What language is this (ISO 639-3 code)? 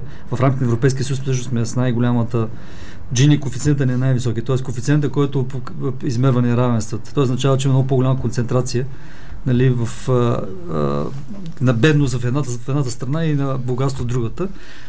bul